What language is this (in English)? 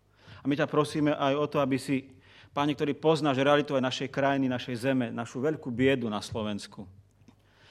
Slovak